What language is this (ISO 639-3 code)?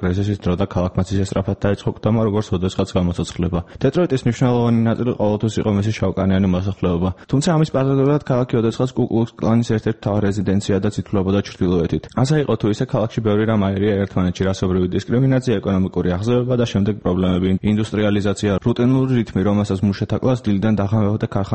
kat